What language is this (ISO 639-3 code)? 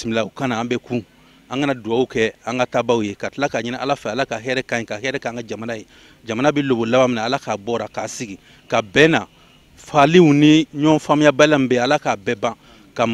bam